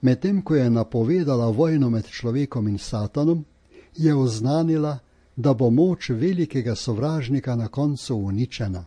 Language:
Slovenian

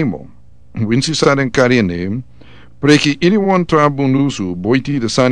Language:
Sranan Tongo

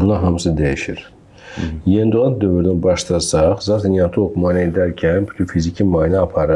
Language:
Azerbaijani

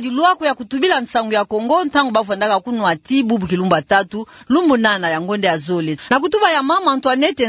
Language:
Kituba (Democratic Republic of Congo)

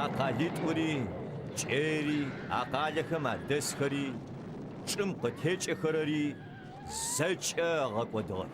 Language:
Adyghe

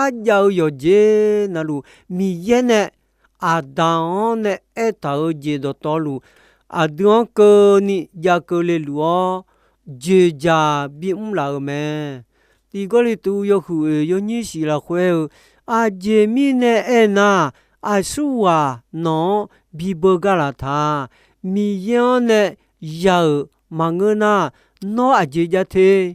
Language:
Akha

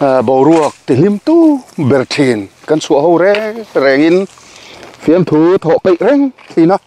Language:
Mizo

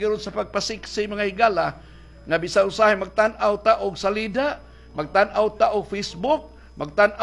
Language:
Cebuano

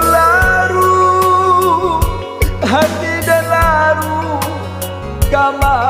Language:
Minangkabau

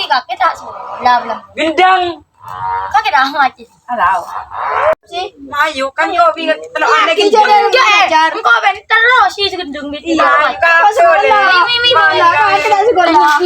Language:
Madurese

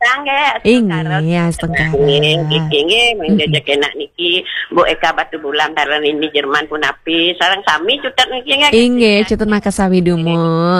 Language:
Balinese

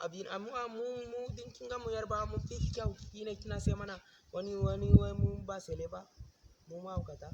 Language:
Hausa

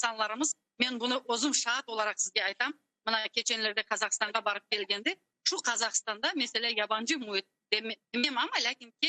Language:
Crimean Tatar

